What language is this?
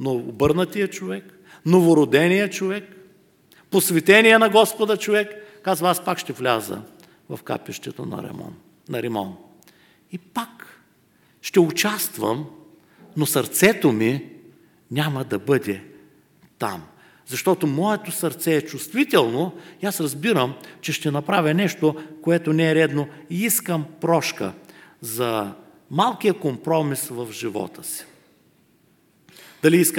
Bulgarian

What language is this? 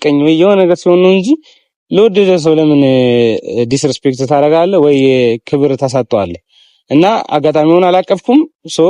Amharic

